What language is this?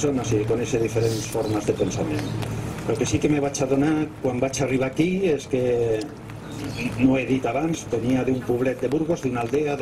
Catalan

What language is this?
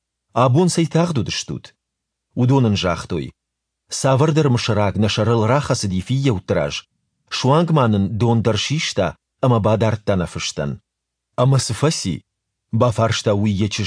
Ossetic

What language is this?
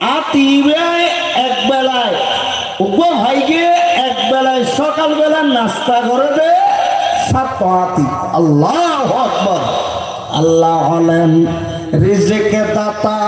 Rohingya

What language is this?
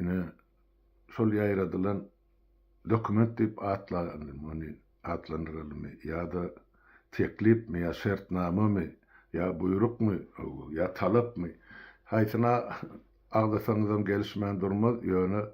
Turkmen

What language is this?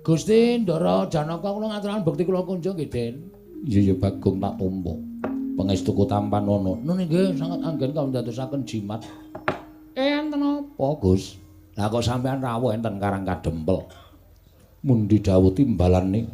Javanese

